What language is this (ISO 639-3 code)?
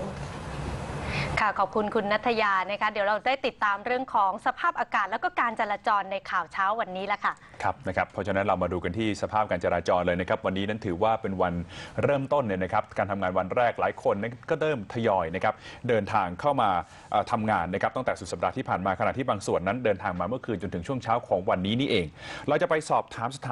tha